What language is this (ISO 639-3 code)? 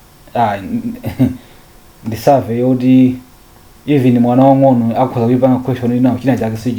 nya